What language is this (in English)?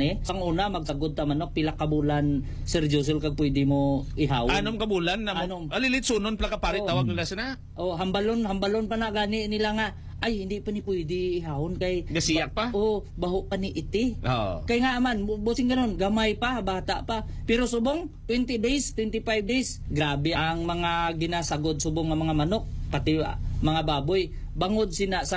Hiligaynon